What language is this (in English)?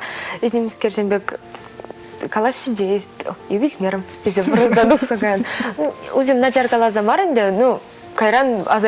Chuvash